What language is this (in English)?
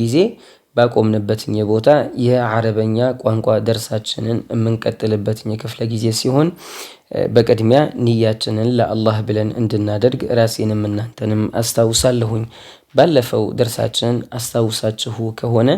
Amharic